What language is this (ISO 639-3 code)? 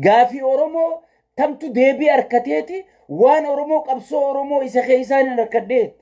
orm